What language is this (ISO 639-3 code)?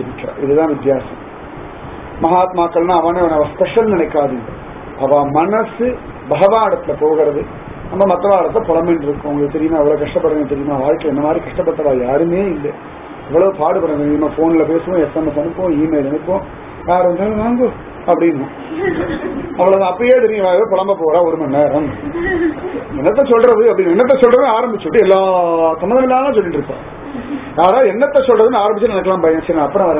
tam